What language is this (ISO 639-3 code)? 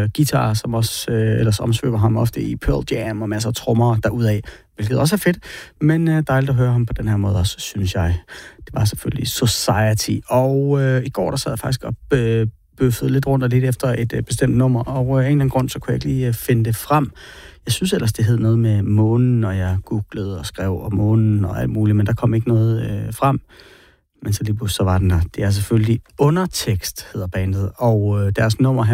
dan